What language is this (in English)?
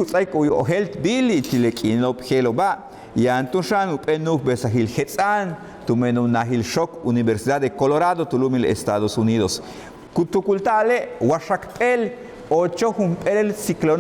Yucateco